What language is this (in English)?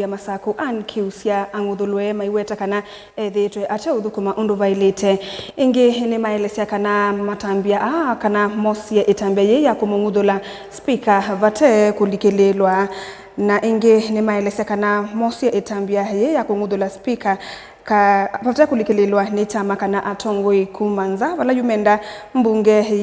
Kamba